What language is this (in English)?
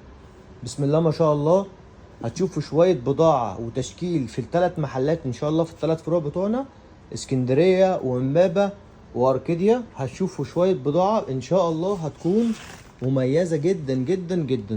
Egyptian Arabic